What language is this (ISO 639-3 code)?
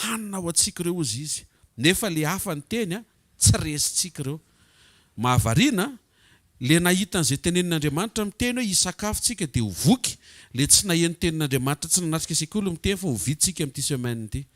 mlg